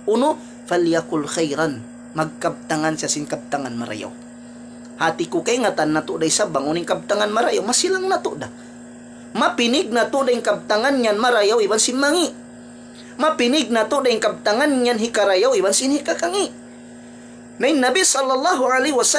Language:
Tausug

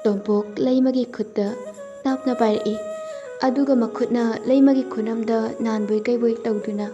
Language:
Manipuri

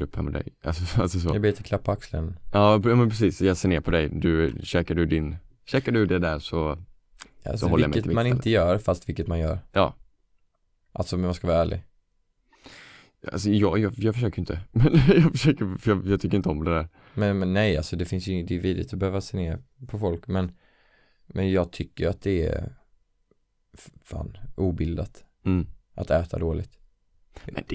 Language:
Swedish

